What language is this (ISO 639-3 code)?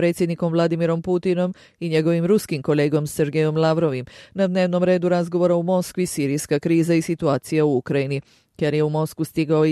bos